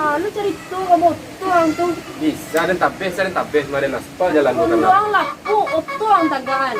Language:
Minangkabau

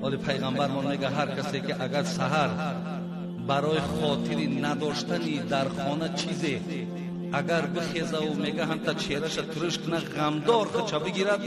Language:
Tajik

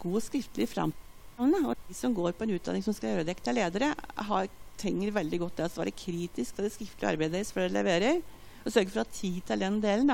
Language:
Norwegian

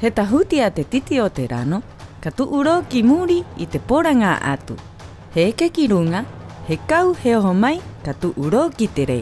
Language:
Rapanui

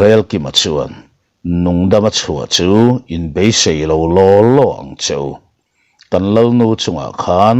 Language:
Mizo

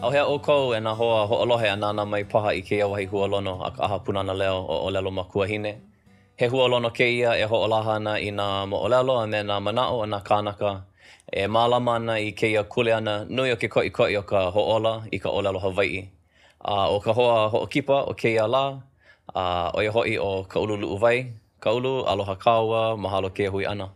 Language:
Hawaiian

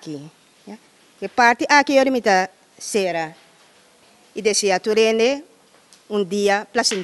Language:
Papiamento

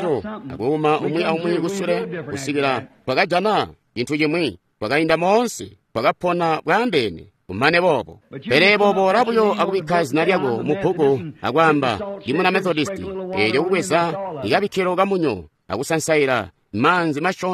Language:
Tonga (Zambia)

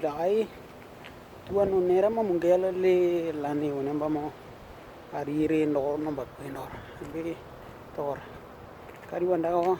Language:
Western Dani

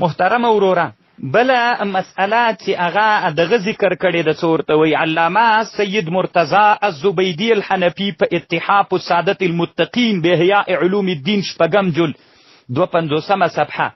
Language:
Pashto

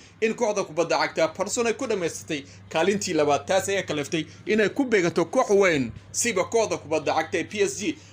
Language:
Somali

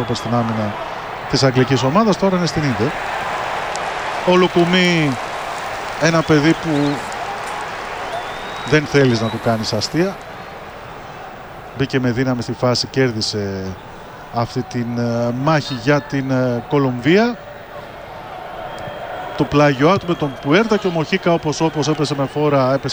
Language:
Greek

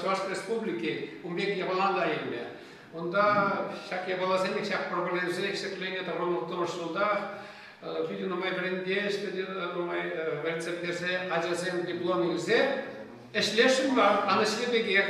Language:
Chuvash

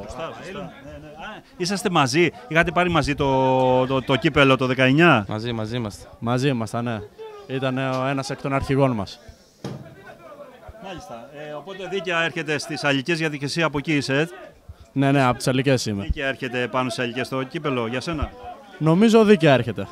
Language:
Greek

